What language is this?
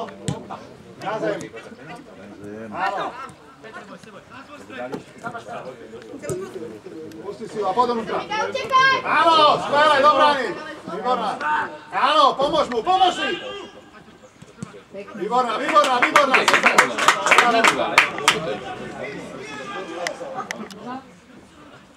Slovak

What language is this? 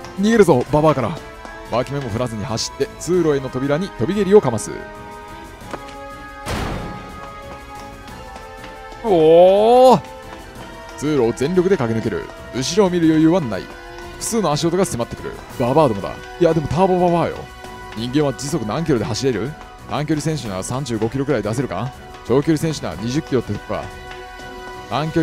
Japanese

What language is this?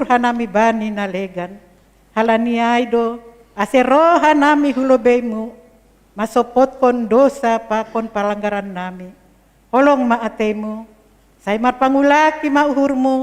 Batak Simalungun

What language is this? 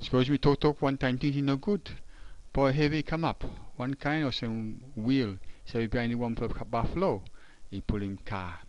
Tok Pisin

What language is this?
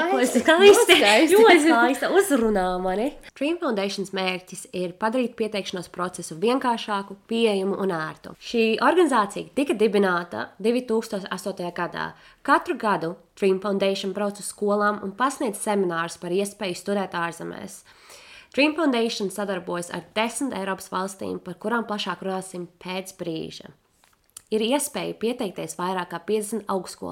Latvian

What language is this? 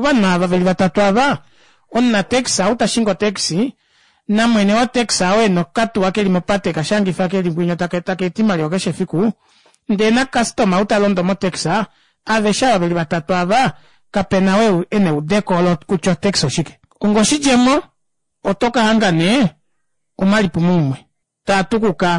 Kuanyama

